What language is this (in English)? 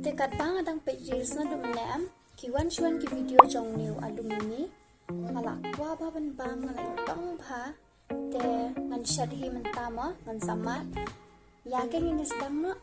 Khasi